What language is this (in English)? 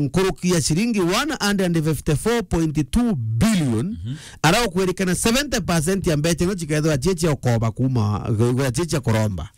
Meru